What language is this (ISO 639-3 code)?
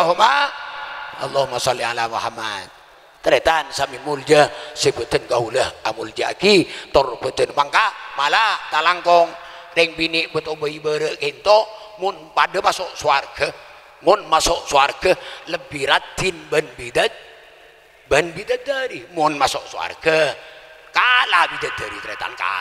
mad